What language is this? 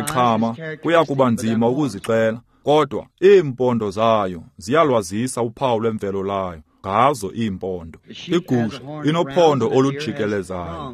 Xhosa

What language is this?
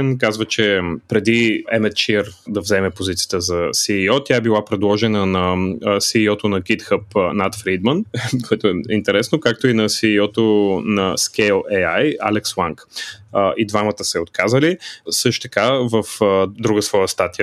Bulgarian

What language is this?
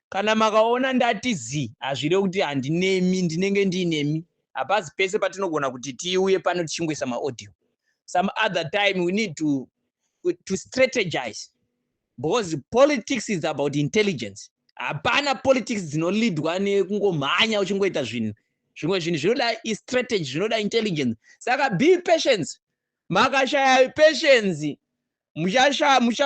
Shona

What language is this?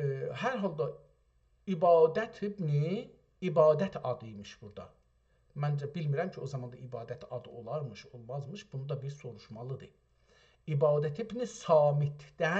South Azerbaijani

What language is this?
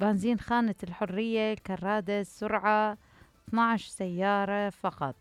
Mesopotamian Arabic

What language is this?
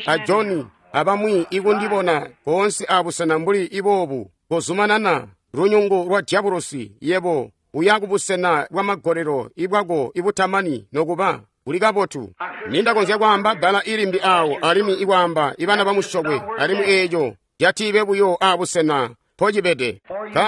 Tonga (Zambia)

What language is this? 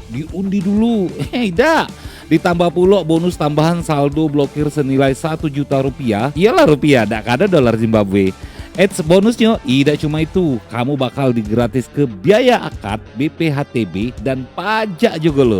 Musi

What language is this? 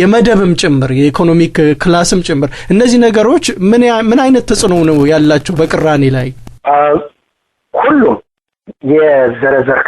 Amharic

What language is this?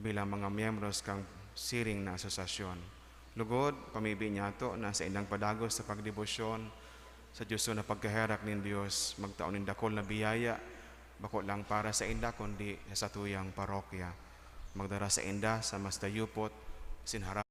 Bikol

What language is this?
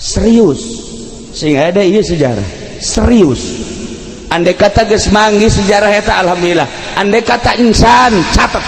Sundanese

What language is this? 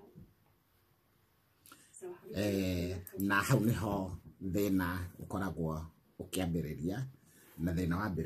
Kikuyu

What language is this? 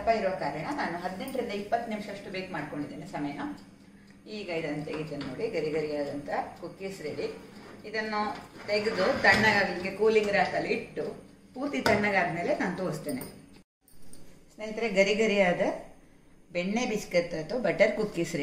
Kannada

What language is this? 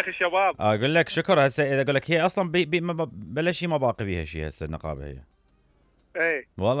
Mesopotamian Arabic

